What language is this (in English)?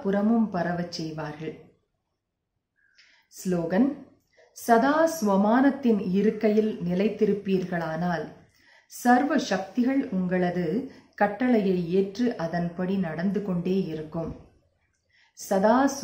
Tamil